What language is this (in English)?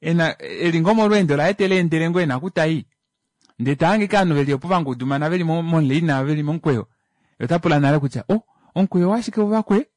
Kuanyama